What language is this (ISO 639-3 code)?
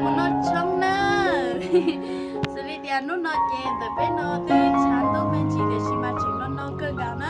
hmn